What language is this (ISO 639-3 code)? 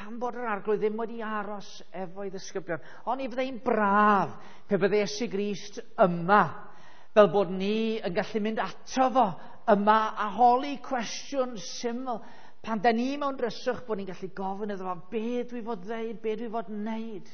cym